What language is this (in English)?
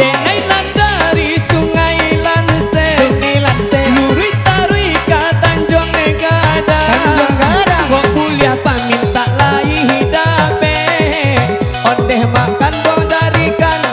Minangkabau